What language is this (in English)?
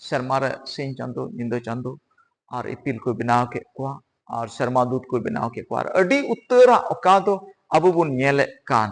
Santali